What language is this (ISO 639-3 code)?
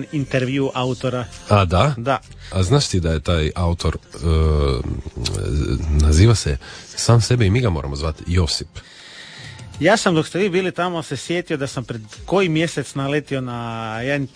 hrv